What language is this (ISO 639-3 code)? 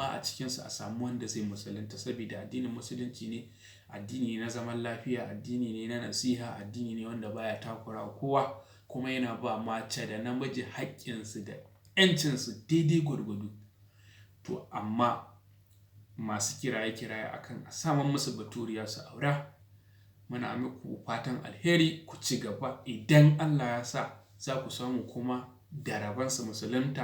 hau